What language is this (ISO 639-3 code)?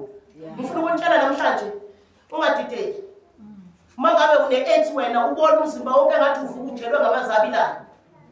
zul